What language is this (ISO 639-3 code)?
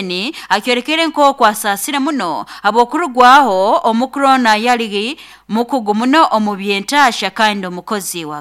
nyo